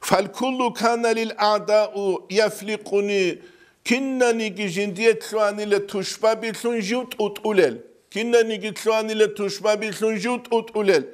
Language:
Avaric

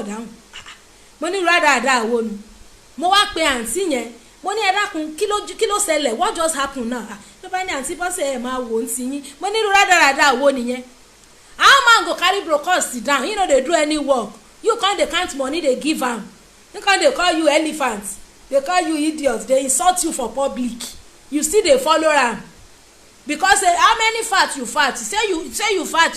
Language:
Yoruba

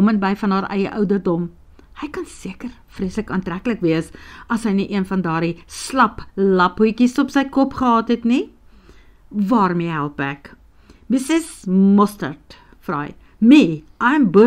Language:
Afrikaans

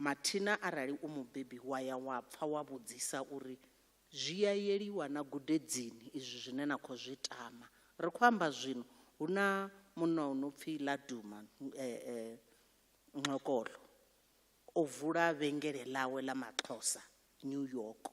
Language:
Venda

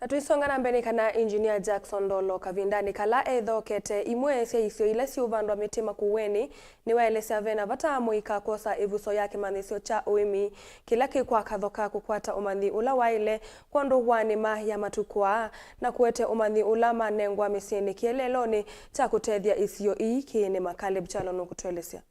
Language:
Kamba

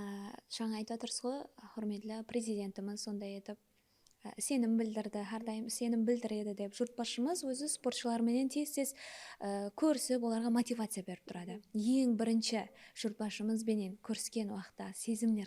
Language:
Kara-Kalpak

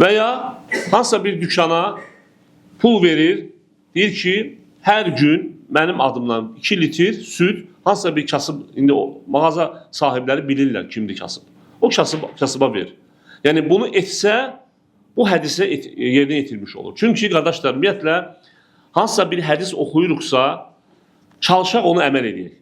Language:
Azerbaijani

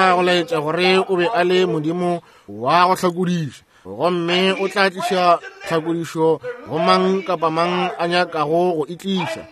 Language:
Northern Sotho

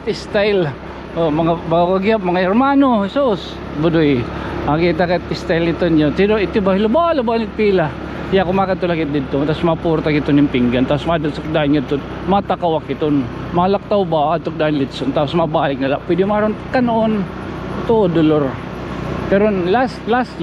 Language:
Waray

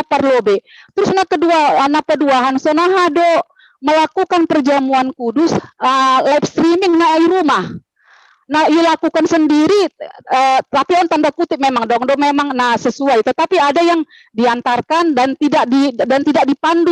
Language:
Batak Simalungun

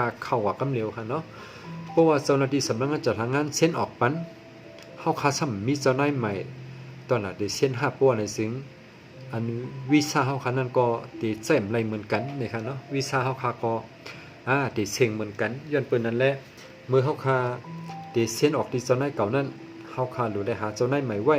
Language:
Shan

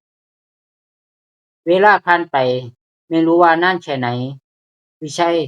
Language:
Lao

